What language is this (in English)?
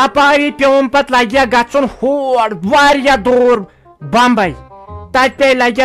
Kashmiri